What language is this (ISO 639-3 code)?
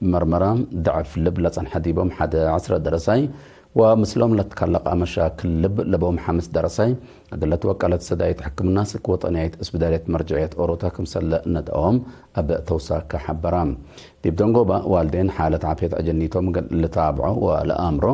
tig